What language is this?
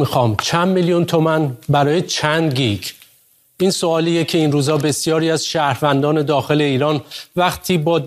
Persian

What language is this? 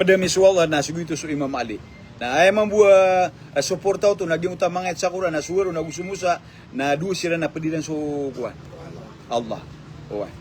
Maranao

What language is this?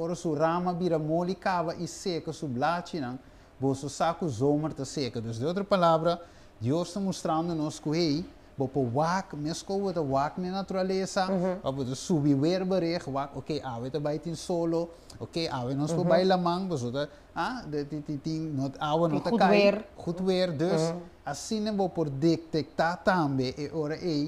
Papiamento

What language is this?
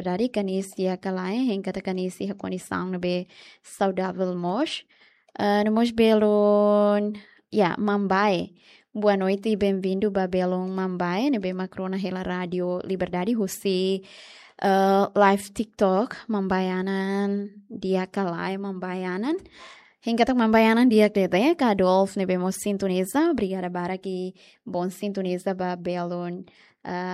Tetum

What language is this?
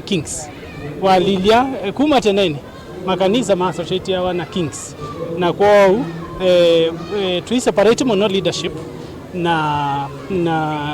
Kamba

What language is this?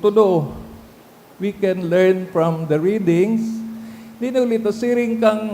Bikol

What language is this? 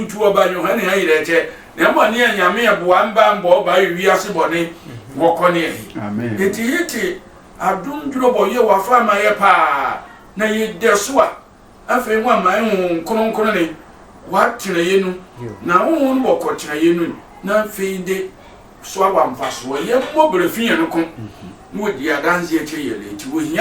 Sehwi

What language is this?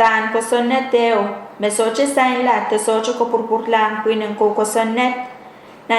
Pohnpeian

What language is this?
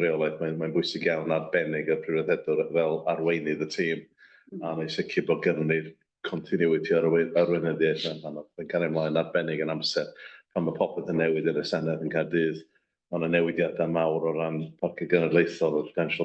Welsh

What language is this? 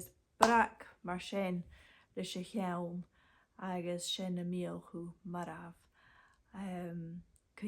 Scottish Gaelic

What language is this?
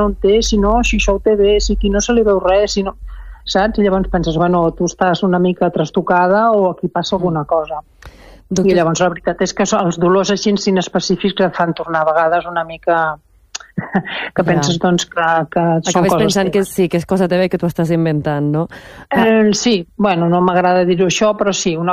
Catalan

